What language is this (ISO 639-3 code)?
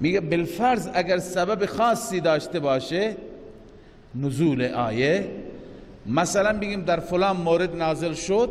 fas